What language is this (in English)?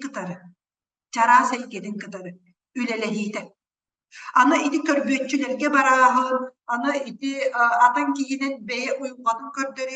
Yakut